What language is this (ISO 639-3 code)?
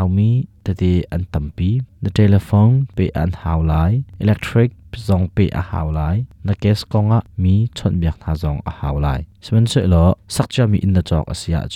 cnh